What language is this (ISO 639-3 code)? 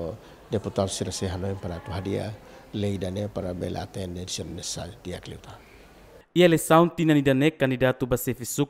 tet